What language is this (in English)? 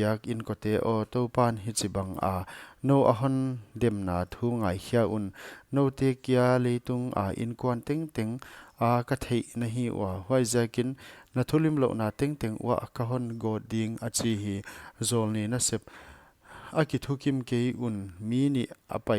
Paite Chin